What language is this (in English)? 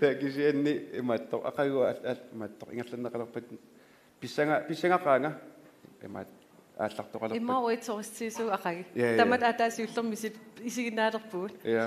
Kalaallisut